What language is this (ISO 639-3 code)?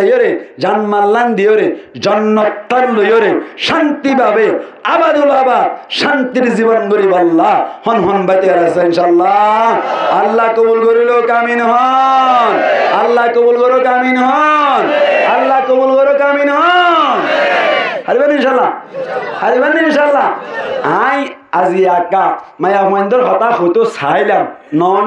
rhg